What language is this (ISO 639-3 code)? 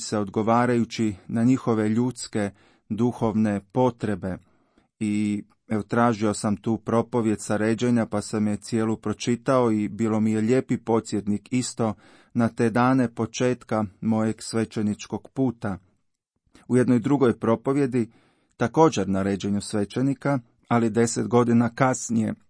hrv